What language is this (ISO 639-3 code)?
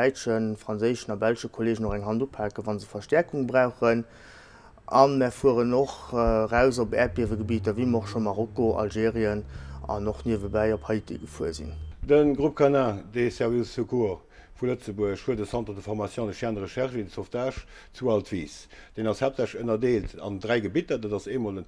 ltz